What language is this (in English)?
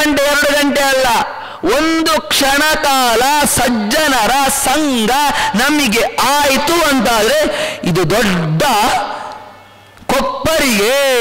Kannada